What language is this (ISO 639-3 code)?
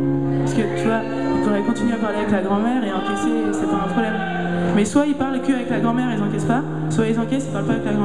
fra